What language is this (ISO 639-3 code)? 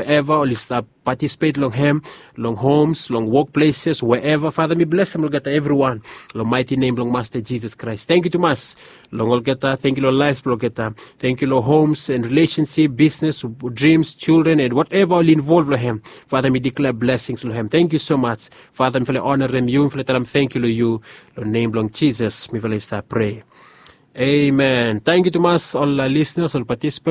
bis